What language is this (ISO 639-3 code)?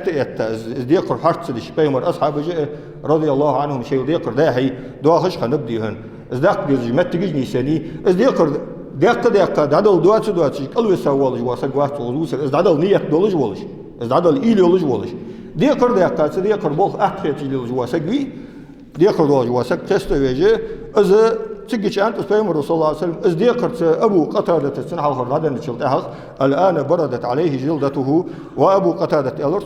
inh